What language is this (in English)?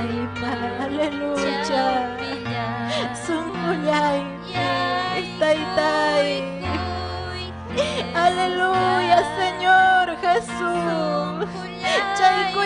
Ayacucho Quechua